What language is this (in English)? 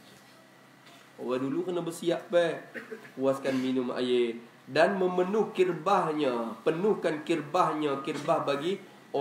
Malay